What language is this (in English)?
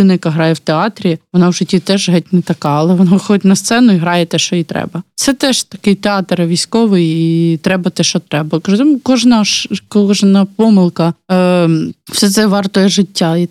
Ukrainian